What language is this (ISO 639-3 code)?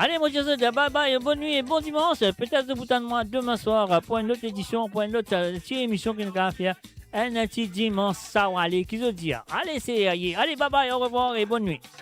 mfe